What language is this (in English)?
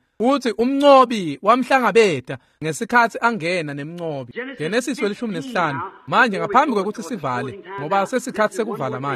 Swati